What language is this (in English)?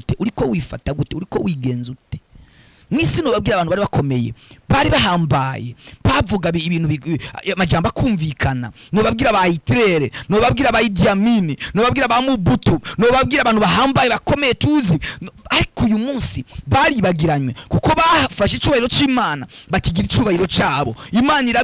Rundi